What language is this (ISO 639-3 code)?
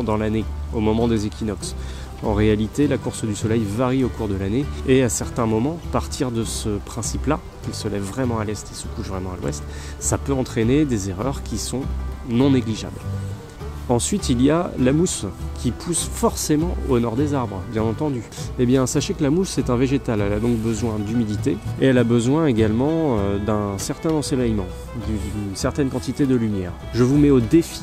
fra